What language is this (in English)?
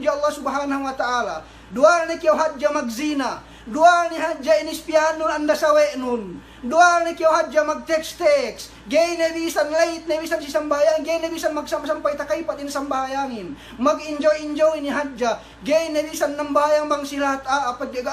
Yakan